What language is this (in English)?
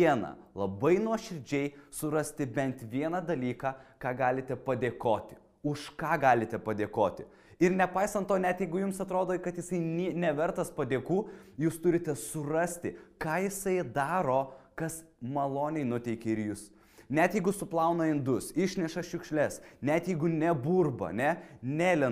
Lithuanian